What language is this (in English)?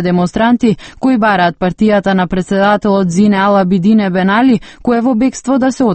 Macedonian